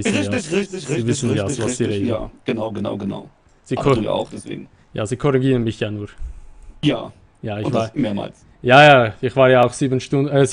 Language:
Swiss German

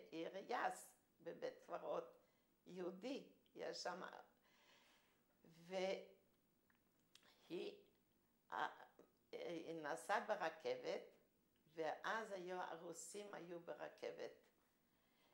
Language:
Hebrew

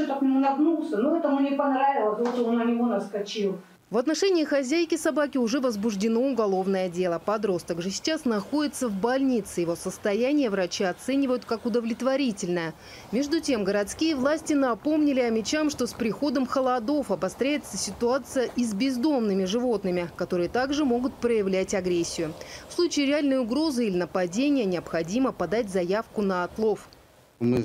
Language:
Russian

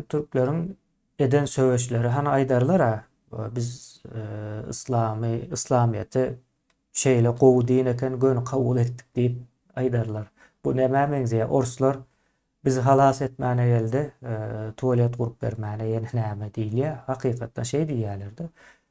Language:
Turkmen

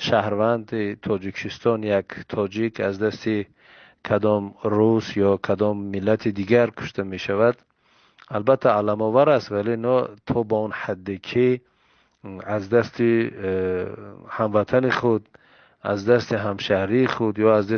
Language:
Tajik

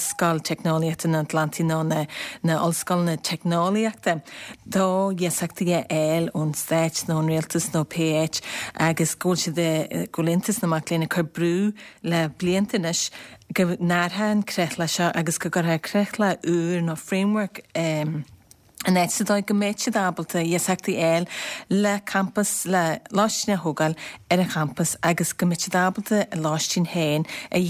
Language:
Irish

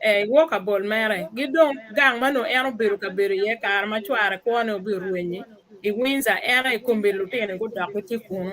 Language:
Acoli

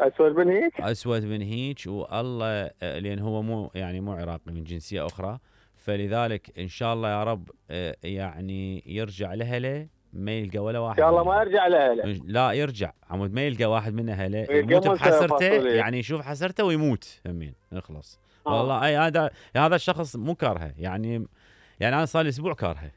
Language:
Mesopotamian Arabic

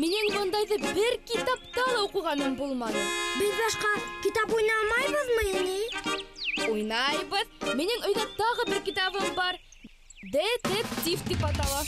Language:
Bashkir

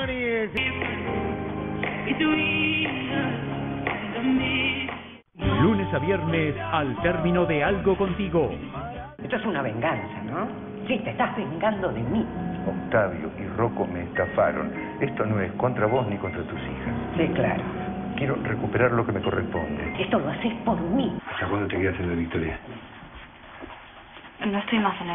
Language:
Spanish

